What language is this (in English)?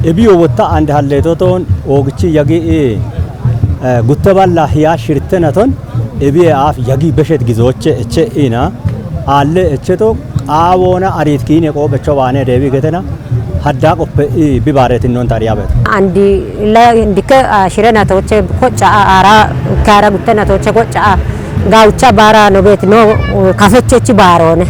Kafa